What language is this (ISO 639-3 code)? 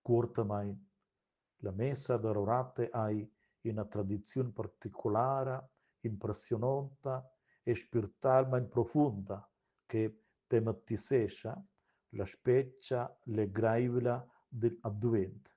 roh